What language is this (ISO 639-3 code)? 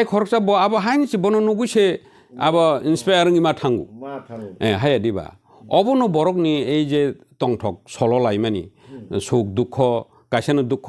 trp